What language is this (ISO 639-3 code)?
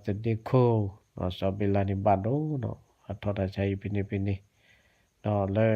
ksw